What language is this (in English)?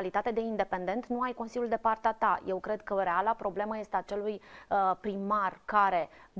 Romanian